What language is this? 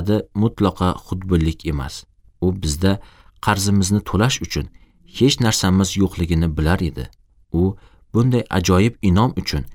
Uzbek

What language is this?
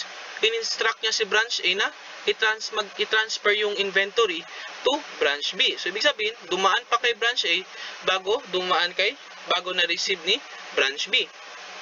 Filipino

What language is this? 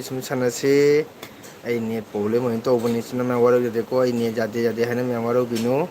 Manipuri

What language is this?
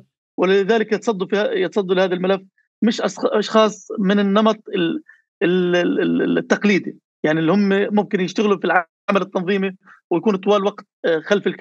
North Levantine Arabic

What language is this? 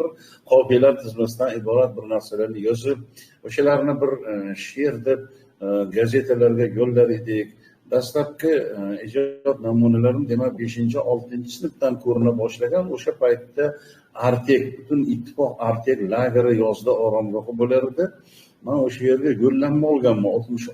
Uzbek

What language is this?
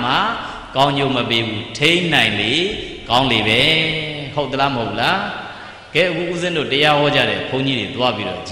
Burmese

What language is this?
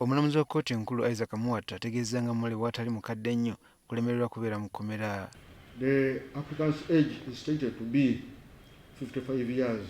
Ganda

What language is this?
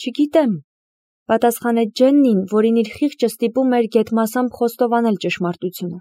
Armenian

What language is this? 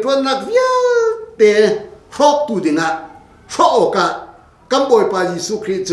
Hakha Chin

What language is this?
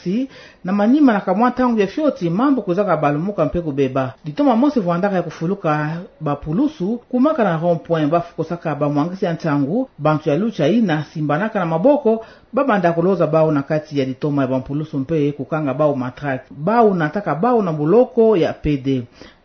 Kituba (Democratic Republic of Congo)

